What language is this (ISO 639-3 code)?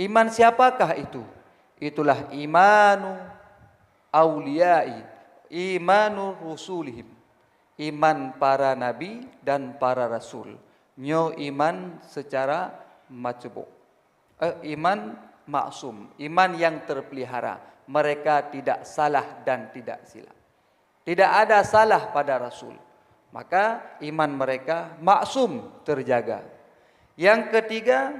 ace